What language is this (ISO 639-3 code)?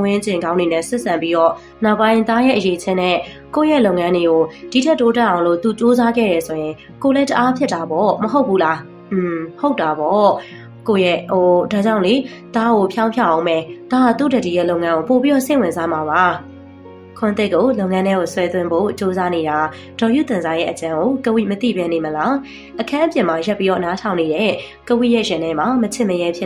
mya